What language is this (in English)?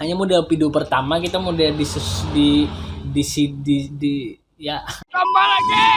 Banjar